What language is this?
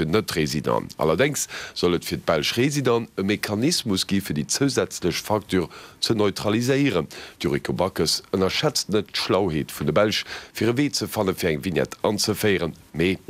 Luxembourgish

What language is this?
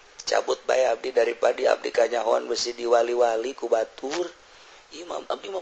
Sundanese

